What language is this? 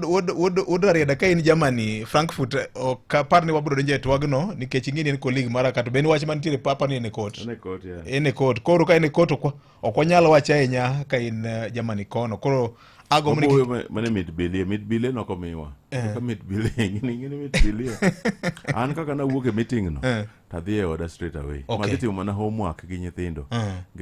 Luo (Kenya and Tanzania)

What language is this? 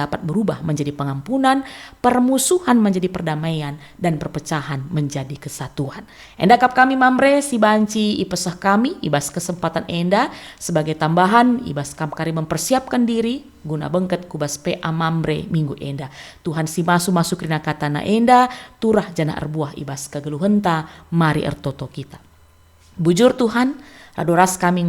Batak Karo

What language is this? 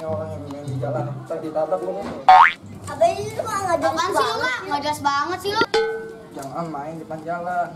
Betawi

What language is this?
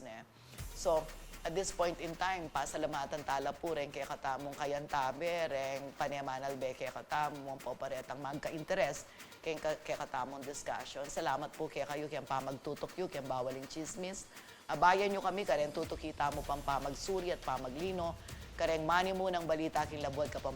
Pampanga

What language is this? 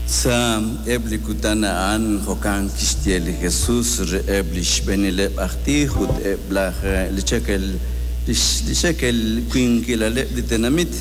Kekchí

